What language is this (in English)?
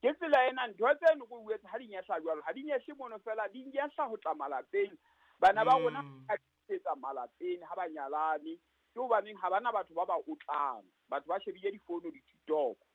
Southern Sotho